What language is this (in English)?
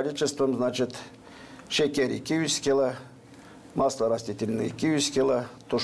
Gagauz